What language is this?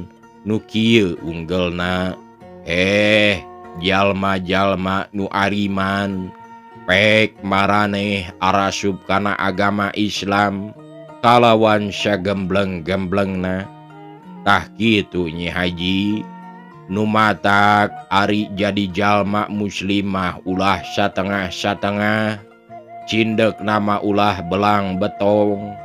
Sundanese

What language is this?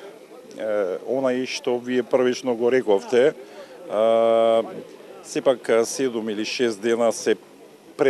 Macedonian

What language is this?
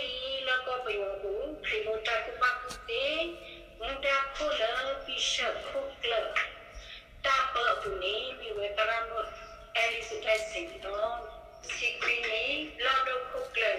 S'gaw Karen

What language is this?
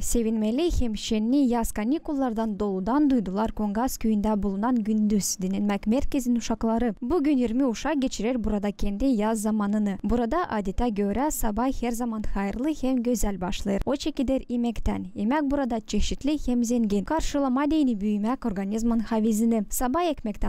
Gagauz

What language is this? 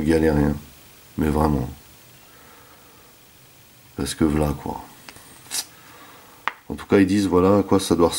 French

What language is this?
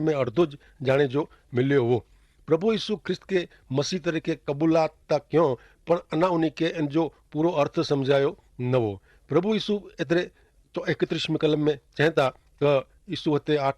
Kachhi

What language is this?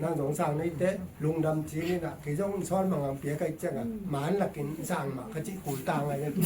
Tedim Chin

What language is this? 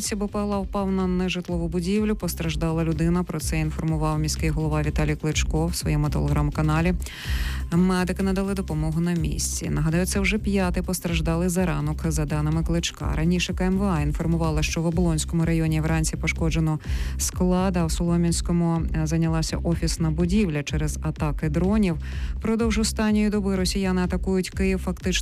Ukrainian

